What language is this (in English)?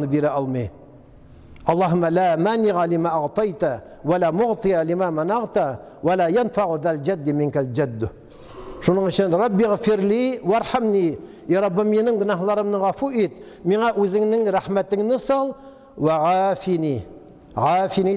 Tatar